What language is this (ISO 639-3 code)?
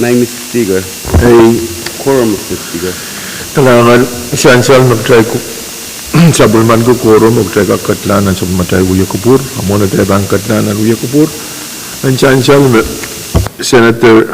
pon